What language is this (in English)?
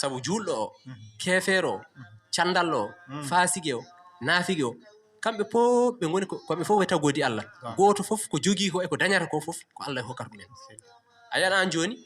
Fula